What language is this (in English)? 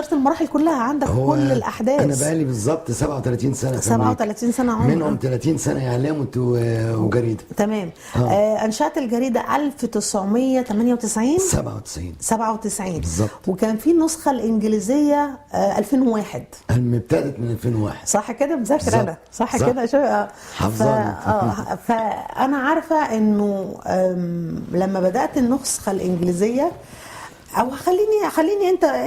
Egyptian Arabic